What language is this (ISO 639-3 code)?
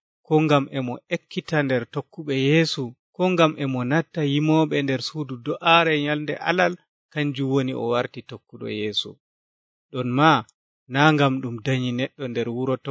fuv